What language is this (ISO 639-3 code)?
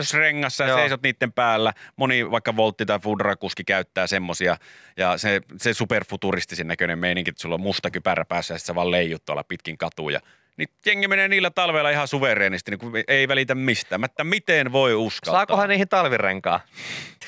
fin